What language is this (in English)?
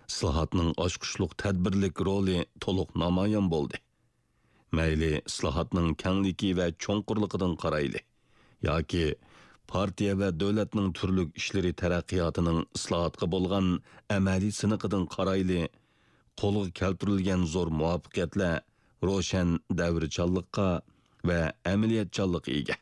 Uyghur